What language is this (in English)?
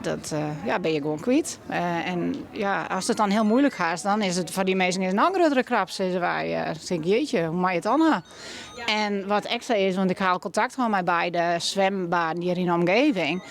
Western Frisian